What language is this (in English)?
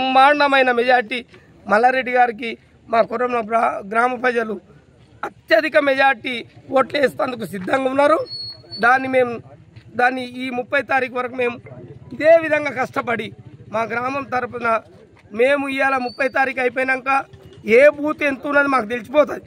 Telugu